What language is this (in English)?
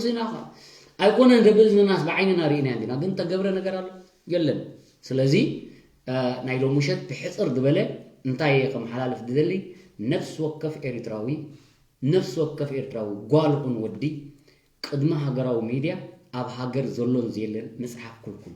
Tigrinya